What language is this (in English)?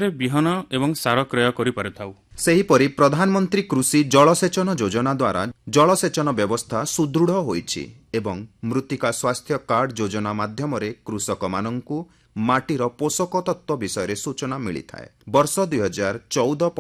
Odia